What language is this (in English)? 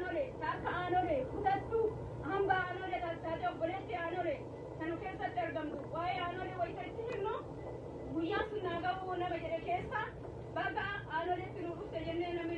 Oromo